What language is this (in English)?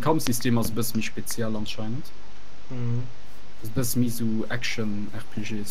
Luxembourgish